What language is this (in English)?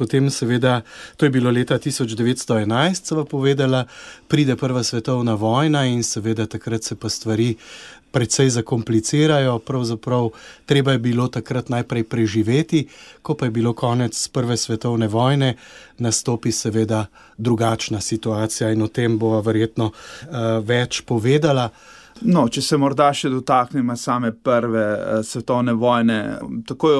Slovenian